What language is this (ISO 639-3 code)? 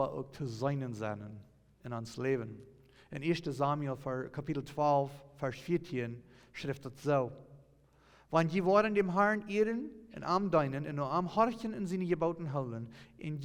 pdt